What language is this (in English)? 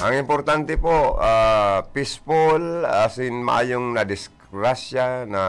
Bikol